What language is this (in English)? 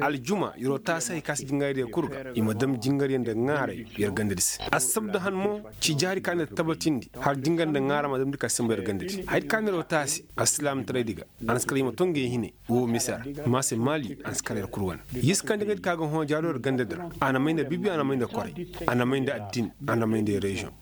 Koyraboro Senni